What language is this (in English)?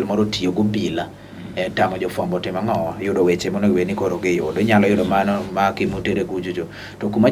Luo (Kenya and Tanzania)